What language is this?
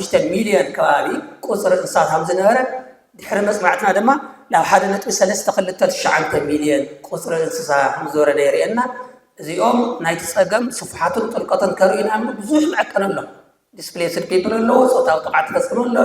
Tigrinya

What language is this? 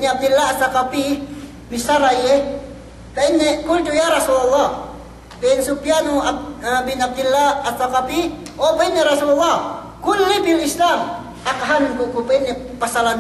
Yakan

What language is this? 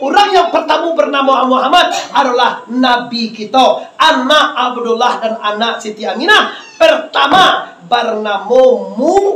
Minangkabau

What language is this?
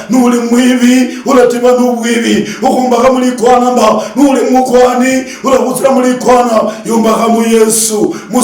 Luyia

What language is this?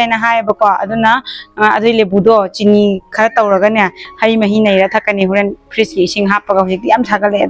Manipuri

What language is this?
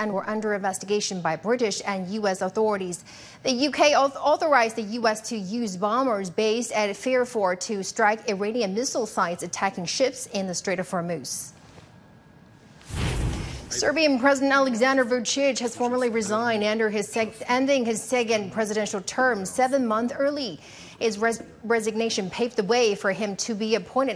English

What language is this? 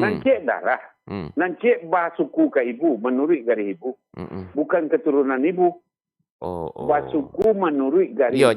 Minangkabau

